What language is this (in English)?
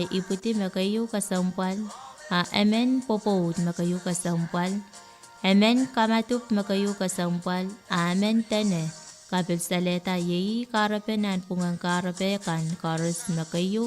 Pohnpeian